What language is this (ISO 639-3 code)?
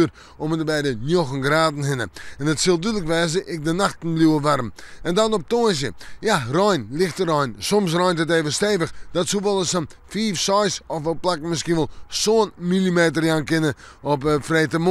fry